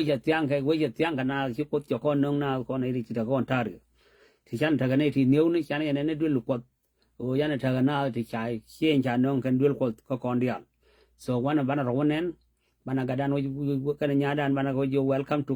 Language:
Nuer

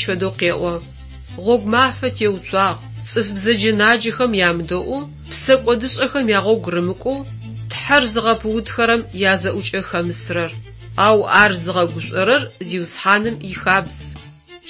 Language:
Adyghe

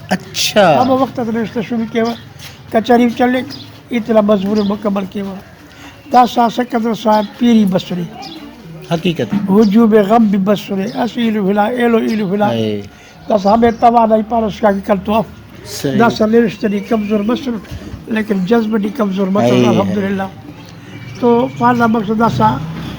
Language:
Brahui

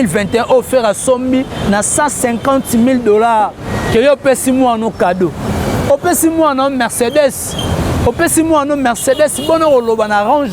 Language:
Lingala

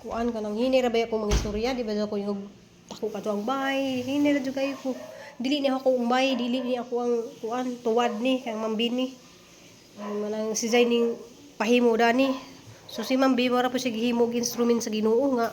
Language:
Cebuano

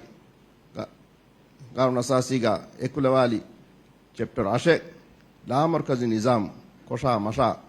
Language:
Divehi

